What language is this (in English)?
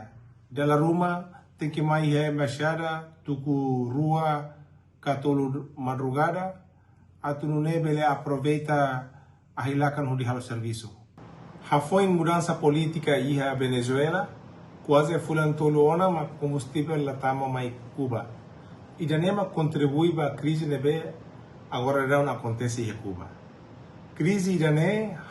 Tetum